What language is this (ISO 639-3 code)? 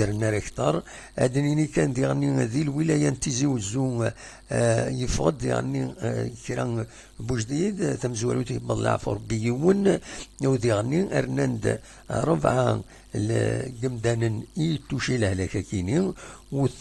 kab